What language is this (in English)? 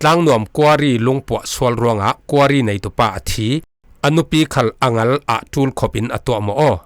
Falam Chin